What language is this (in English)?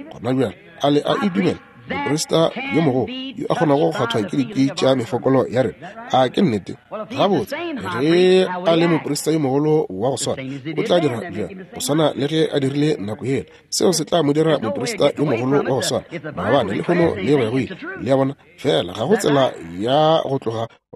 Northern Sotho